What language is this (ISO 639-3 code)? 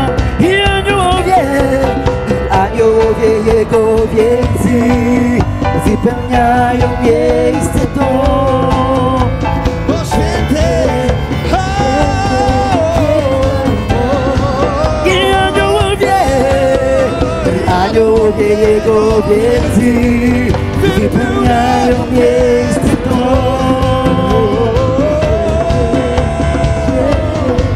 pol